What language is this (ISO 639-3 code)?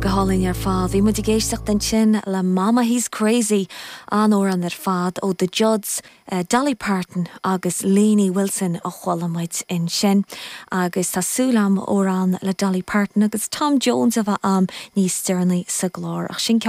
gle